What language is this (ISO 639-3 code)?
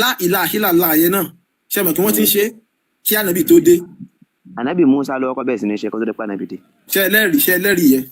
yor